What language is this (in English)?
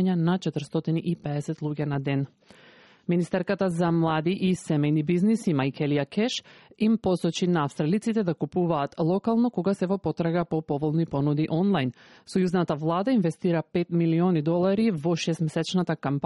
Macedonian